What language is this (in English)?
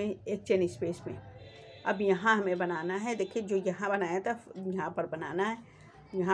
Hindi